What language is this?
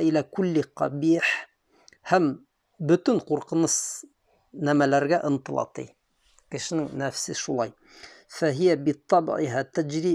Bashkir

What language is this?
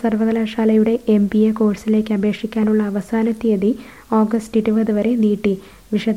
Malayalam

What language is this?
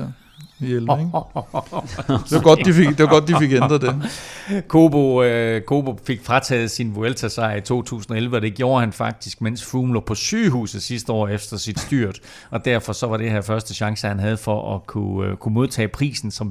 Danish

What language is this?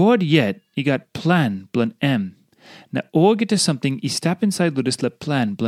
Tok Pisin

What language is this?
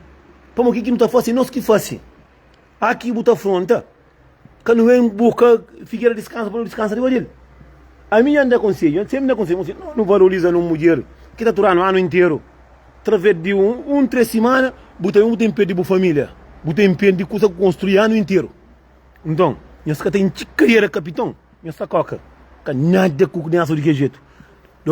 Kabuverdianu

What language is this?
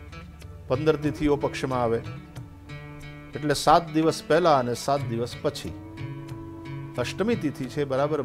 Gujarati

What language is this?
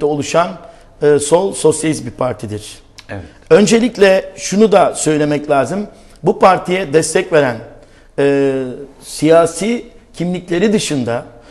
Turkish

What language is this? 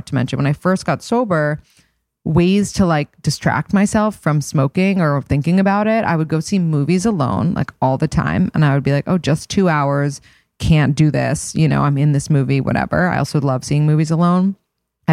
English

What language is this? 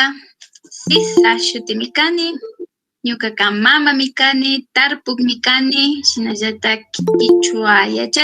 Chimborazo Highland Quichua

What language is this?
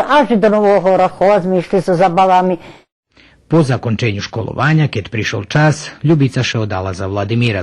Rusyn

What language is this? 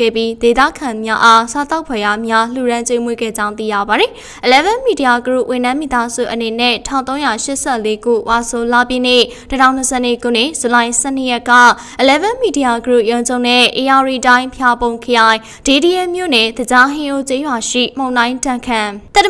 Burmese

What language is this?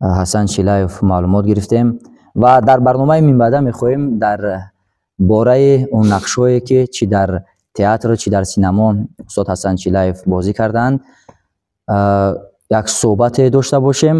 Tajik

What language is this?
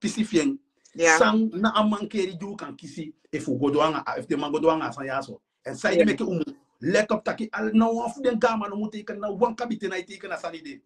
Sranan Tongo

